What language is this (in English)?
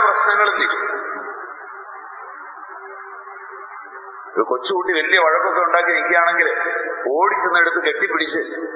Malayalam